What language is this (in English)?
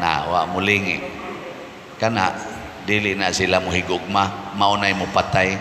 Cebuano